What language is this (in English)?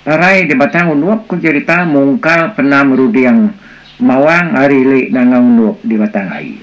Iban